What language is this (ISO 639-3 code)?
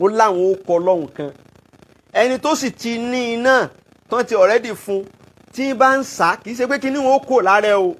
yor